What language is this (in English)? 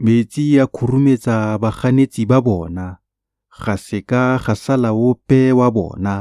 Tswana